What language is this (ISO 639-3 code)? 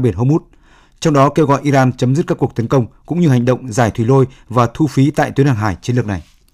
vie